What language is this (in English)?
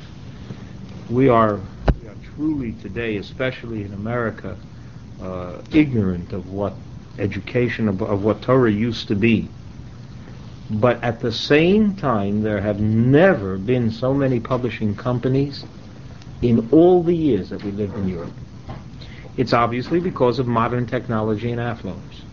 English